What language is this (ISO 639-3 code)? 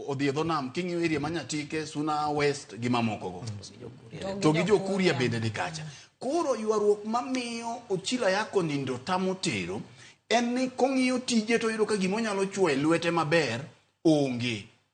luo